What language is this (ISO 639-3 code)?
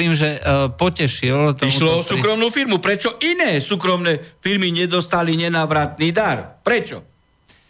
slk